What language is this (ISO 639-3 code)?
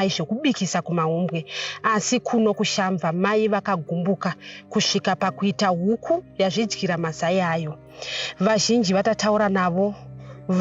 sna